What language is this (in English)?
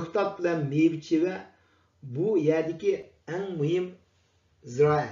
Uyghur